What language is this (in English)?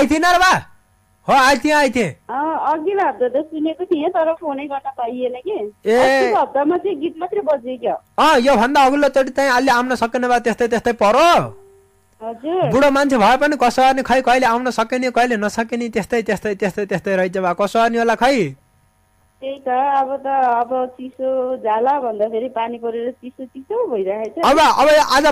Nepali